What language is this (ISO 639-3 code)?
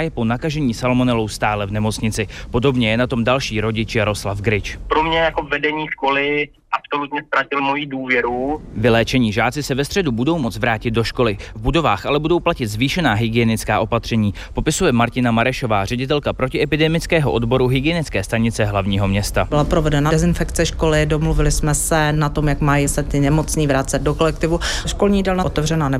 ces